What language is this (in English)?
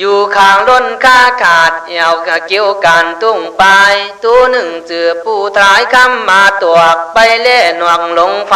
Khün